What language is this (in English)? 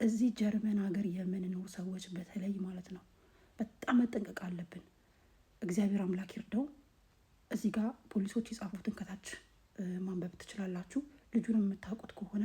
Amharic